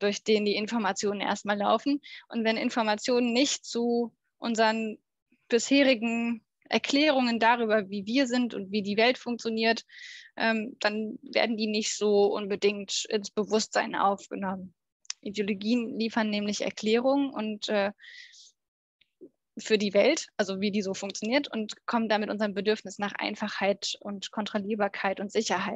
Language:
German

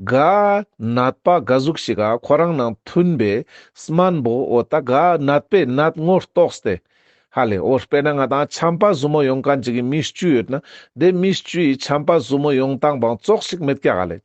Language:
Ladakhi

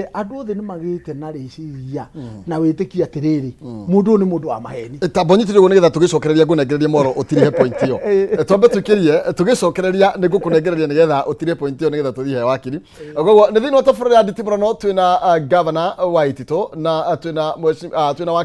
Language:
Kikuyu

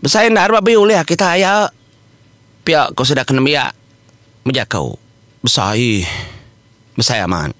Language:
Iban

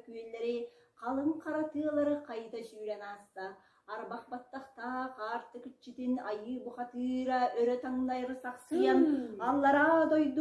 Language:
Yakut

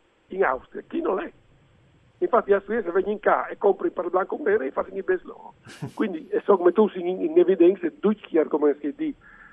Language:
Friulian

